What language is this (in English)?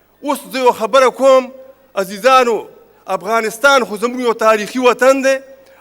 Pashto